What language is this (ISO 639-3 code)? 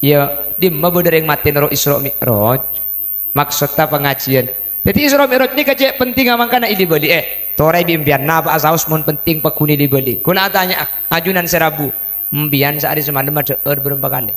mad